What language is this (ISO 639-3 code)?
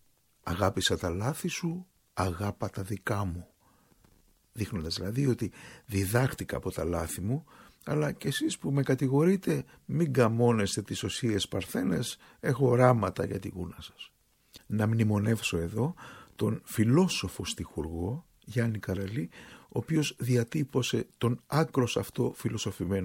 ell